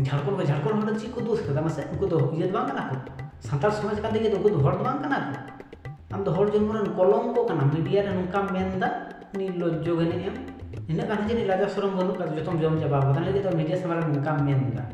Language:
Santali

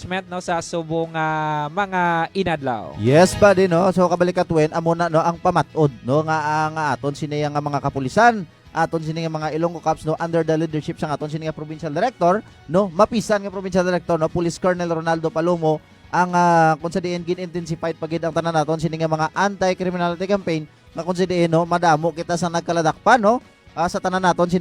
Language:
Hiligaynon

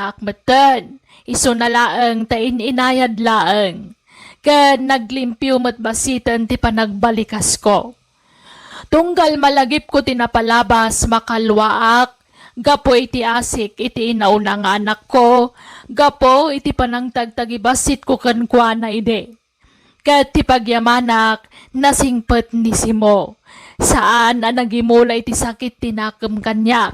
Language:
Iloko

